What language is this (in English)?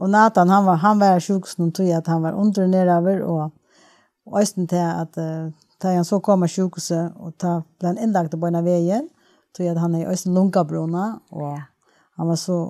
Faroese